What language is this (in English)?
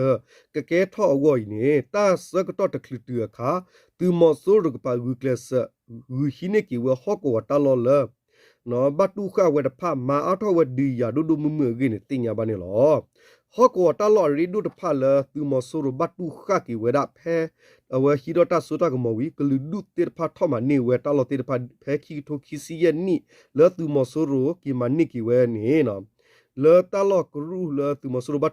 S'gaw Karen